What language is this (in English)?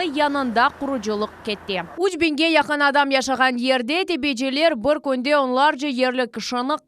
Crimean Tatar